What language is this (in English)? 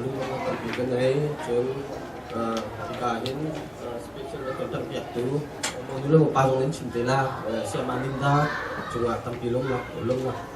Hakha Chin